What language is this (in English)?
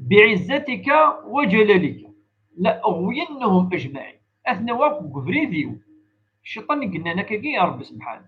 Kabyle